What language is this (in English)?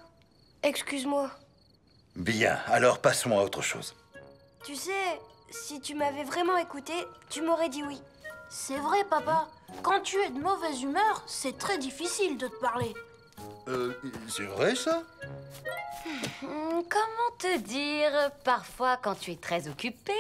French